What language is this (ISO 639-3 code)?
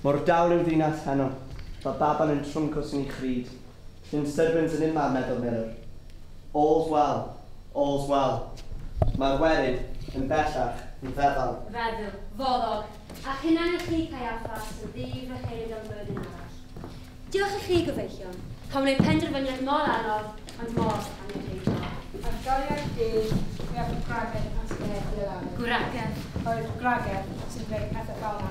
cym